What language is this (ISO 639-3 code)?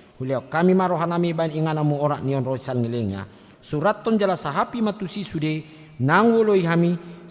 bbc